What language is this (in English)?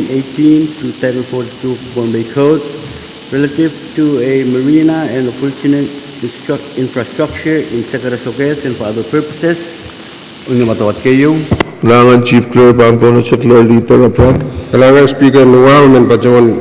Pohnpeian